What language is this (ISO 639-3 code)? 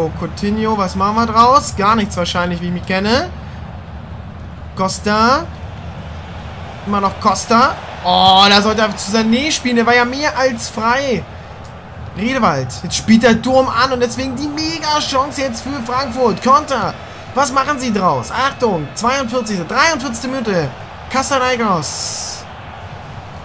deu